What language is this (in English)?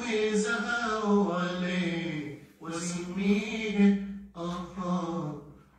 Swahili